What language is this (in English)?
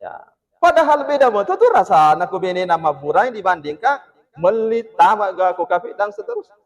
Buginese